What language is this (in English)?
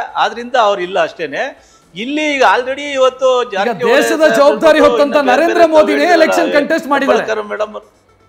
Kannada